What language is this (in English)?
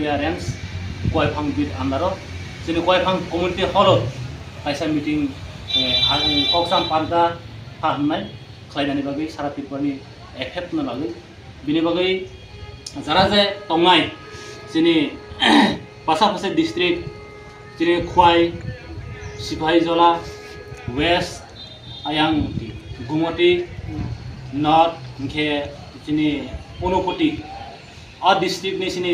Riang (India)